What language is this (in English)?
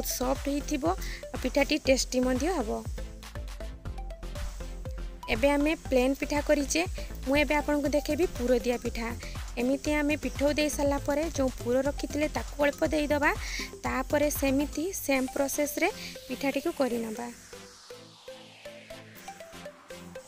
Odia